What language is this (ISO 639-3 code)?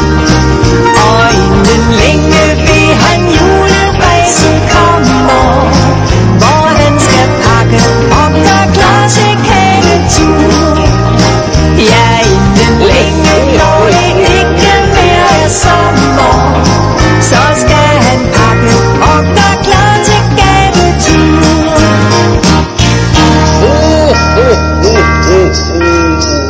dan